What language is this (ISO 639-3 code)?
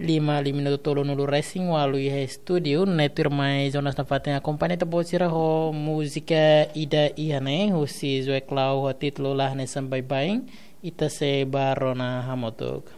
tet